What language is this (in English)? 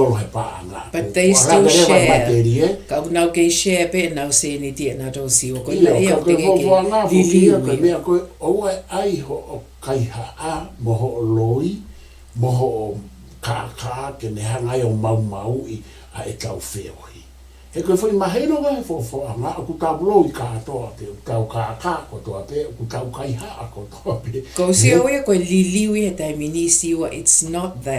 Tongan